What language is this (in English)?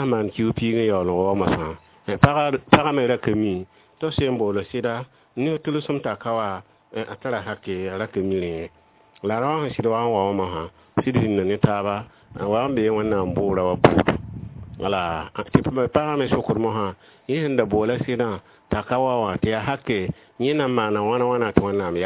Mossi